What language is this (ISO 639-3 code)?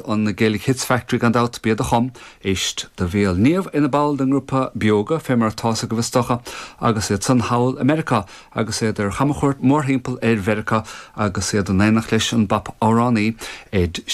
gle